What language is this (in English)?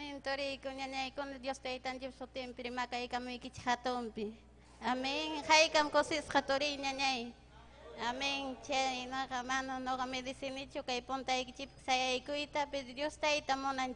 Ayacucho Quechua